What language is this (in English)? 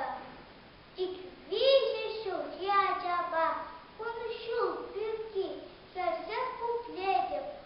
Chuvash